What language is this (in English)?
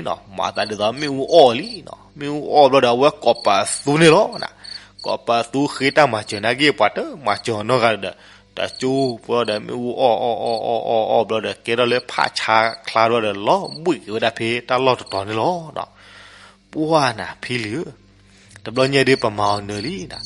S'gaw Karen